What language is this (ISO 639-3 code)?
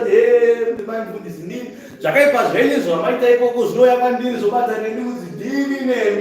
sna